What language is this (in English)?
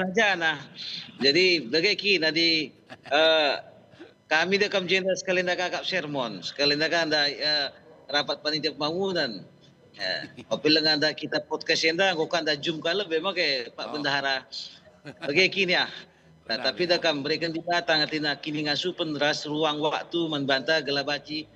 Batak Karo